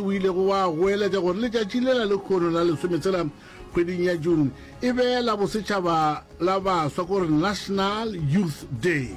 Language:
Northern Sotho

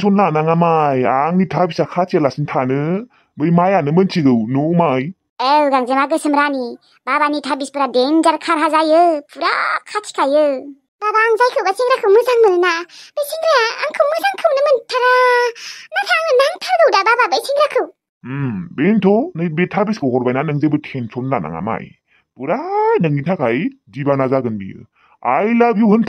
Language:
Bodo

